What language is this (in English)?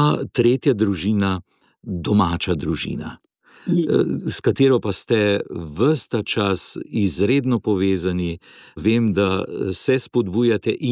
Slovenian